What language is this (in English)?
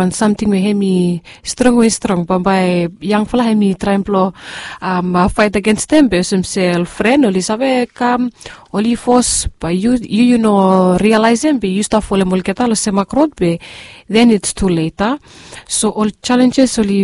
Bislama